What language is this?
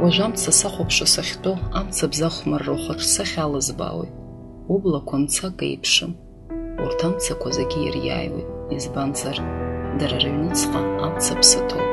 Abkhazian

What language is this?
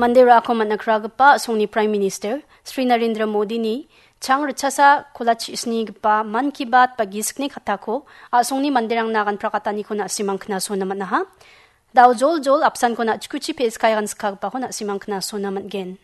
Garo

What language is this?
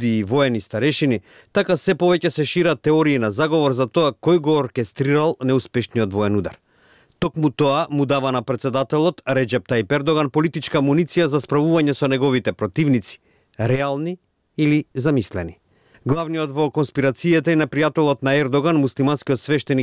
Macedonian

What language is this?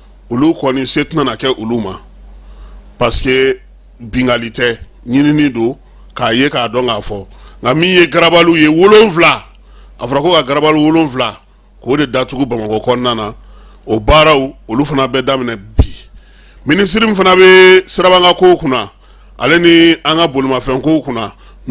Bambara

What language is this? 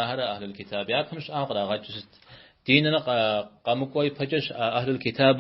Kabardian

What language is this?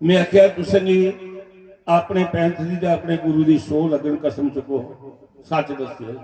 Dogri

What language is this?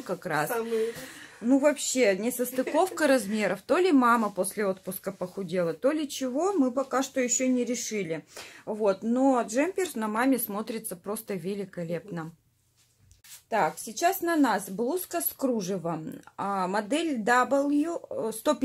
Russian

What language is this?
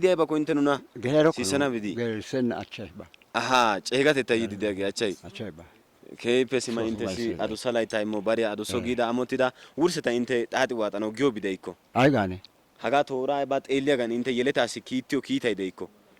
Wolaytta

